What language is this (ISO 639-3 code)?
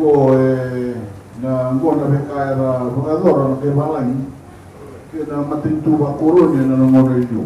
fij